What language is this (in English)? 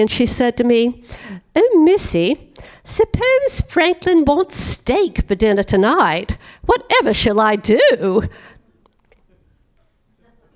English